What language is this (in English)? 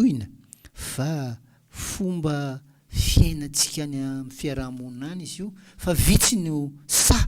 Malagasy